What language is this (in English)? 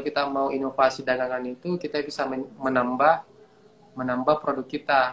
Indonesian